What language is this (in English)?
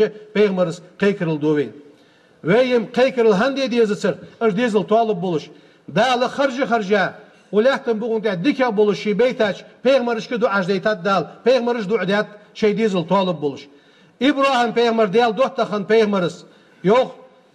Ingush